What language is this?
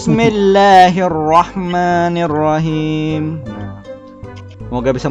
Banjar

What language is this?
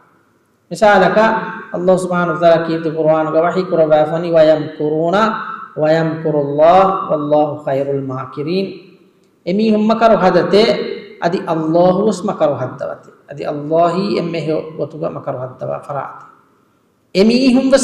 Divehi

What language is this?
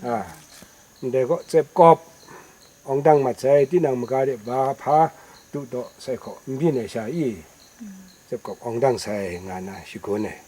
Kachin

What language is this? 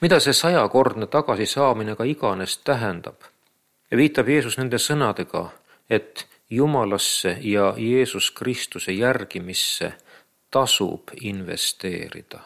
Estonian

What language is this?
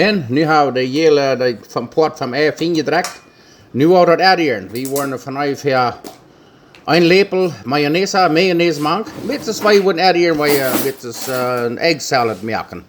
Plautdietsch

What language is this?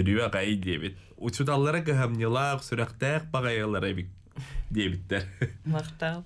Yakut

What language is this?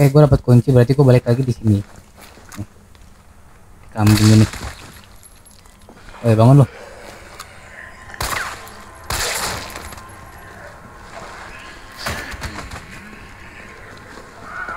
Indonesian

